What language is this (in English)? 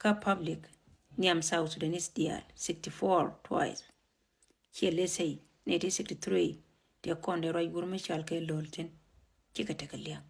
Nuer